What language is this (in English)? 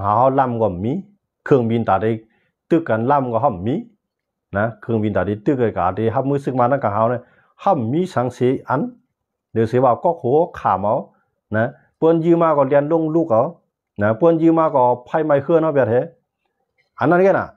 Shan